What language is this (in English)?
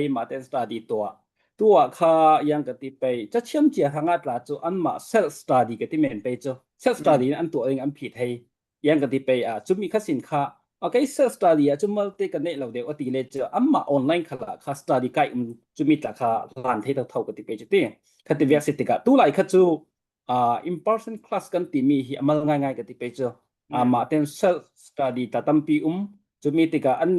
Falam Chin